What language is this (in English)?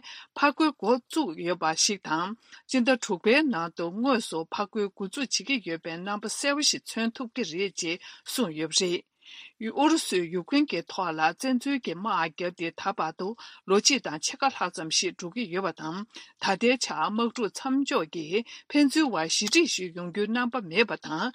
Tibetan